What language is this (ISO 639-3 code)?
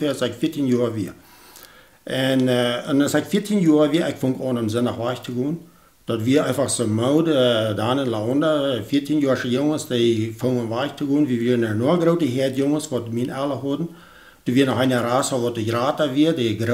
pdt